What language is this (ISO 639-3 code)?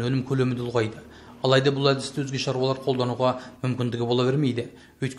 kaz